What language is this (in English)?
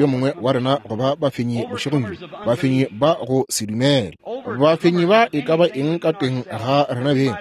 Northern Sotho